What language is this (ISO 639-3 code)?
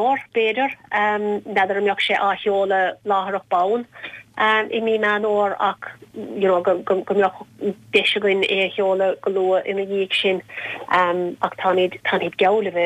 gle